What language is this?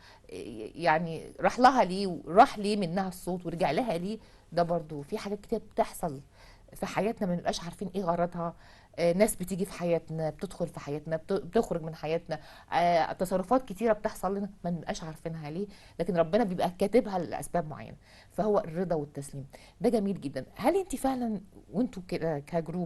Egyptian Arabic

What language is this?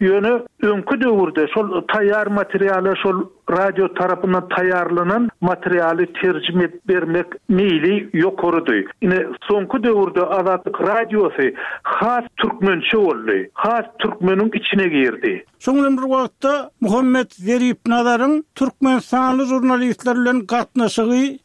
Turkmen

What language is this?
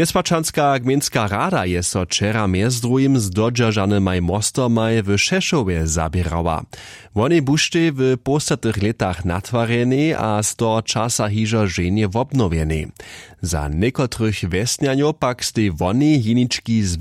Upper Sorbian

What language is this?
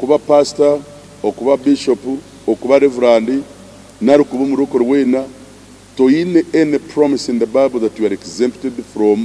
Nyankole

